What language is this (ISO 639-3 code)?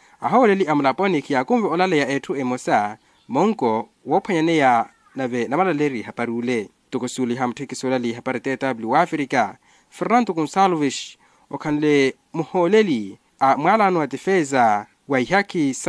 vmw